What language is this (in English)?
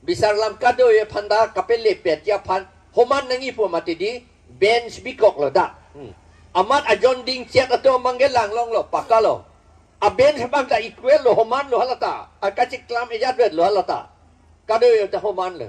Karbi